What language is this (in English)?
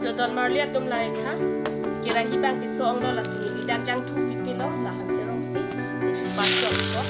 Karbi